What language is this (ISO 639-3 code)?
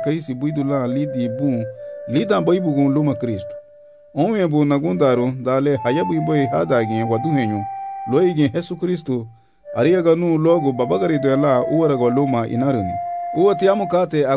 cab